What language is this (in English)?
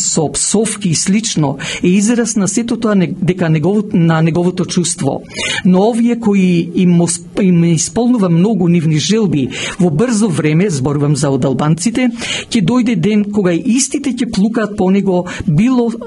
Macedonian